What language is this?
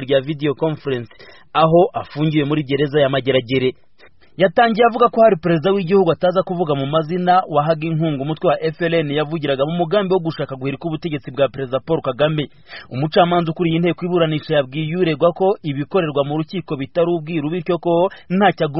Kinyarwanda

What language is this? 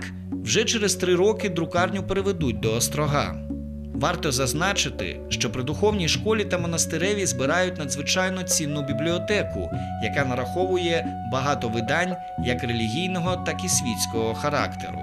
Ukrainian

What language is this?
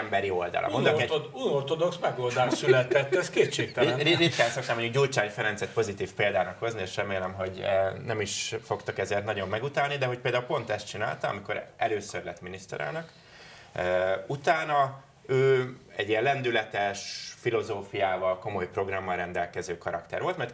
Hungarian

